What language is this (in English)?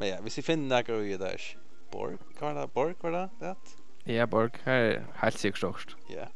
Faroese